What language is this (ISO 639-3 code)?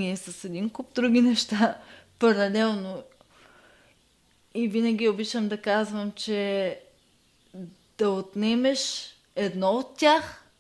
bul